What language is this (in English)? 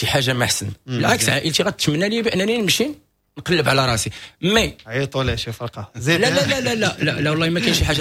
Moroccan Arabic